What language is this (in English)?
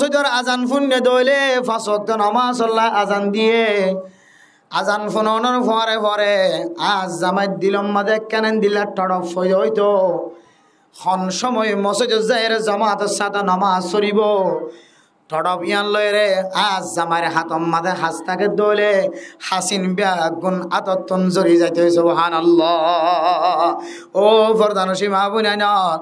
Rohingya